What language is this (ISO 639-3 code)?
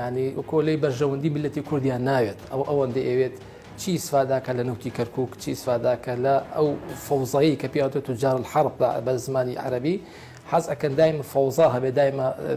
ckb